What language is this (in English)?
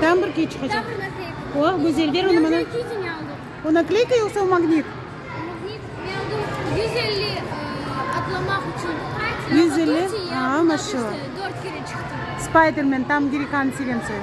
Crimean Tatar